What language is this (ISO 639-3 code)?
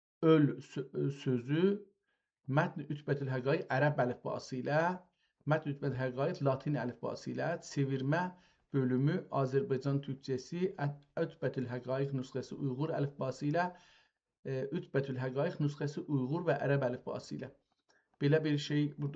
azb